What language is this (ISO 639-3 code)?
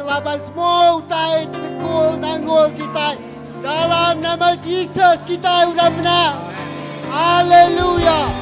iba